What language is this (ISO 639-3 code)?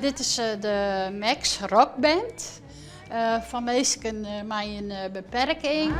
fry